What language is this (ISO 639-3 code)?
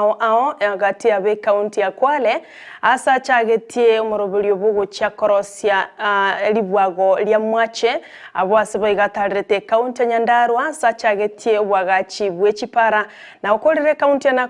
guz